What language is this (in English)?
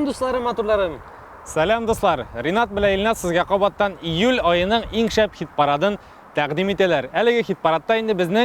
Tatar